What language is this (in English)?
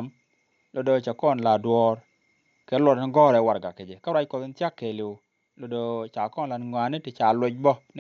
Nuer